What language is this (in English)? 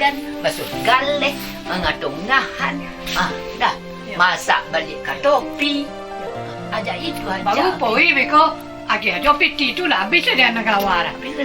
Minangkabau